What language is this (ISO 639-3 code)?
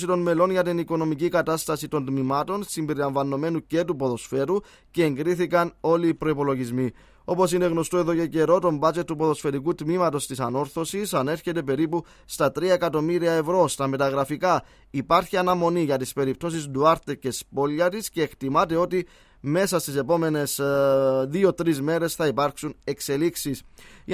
ell